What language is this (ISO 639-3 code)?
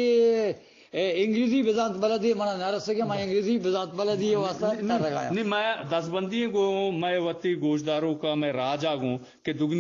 bgp